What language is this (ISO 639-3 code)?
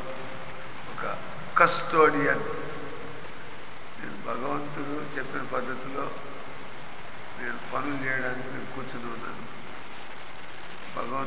tel